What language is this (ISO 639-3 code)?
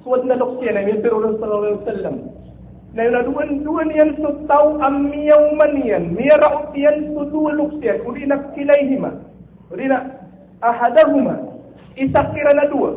mrw